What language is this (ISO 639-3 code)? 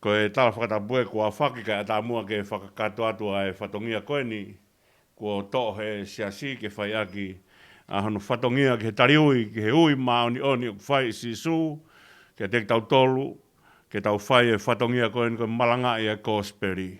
ton